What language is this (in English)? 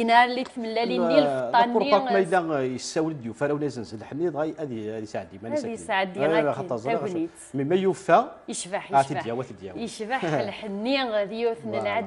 Kabyle